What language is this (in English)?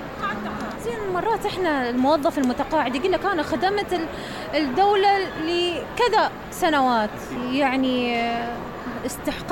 Mesopotamian Arabic